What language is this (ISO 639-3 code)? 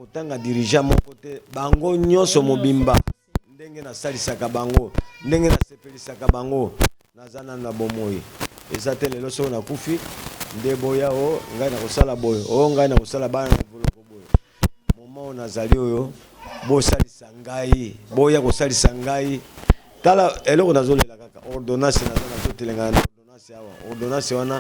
lin